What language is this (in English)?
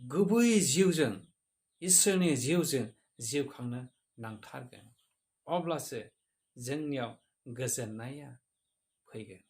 Bodo